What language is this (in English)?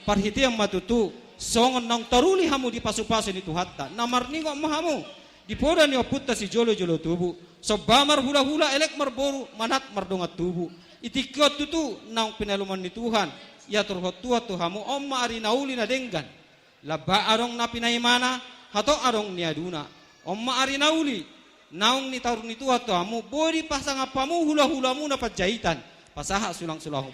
Batak Toba